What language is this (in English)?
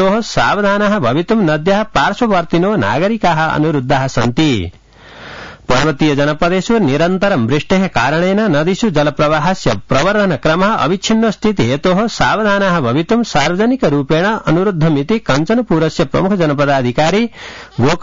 Sanskrit